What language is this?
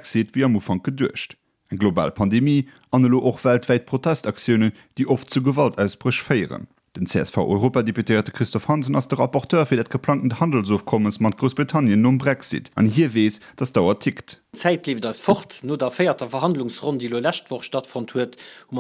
Luxembourgish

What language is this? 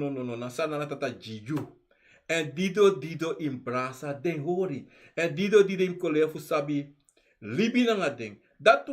Sranan Tongo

